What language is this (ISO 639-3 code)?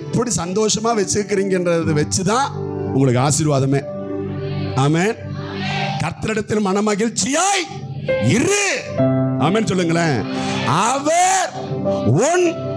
tam